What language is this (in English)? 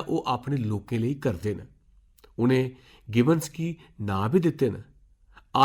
Dogri